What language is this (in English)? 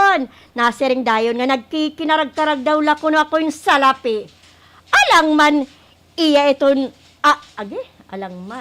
Waray